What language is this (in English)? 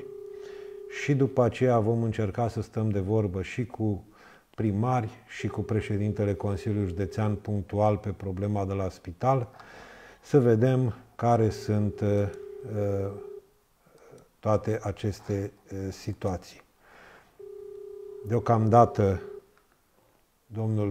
Romanian